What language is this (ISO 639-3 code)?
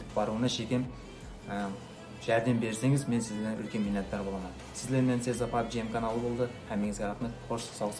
kaa